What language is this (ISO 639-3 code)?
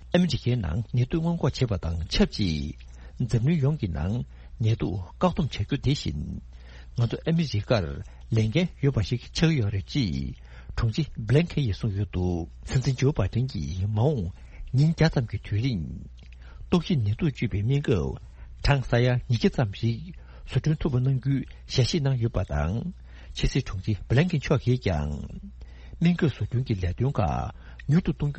bod